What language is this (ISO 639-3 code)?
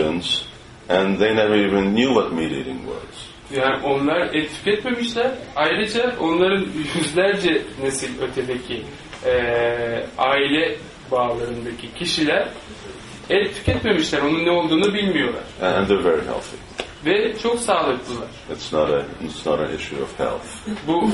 tur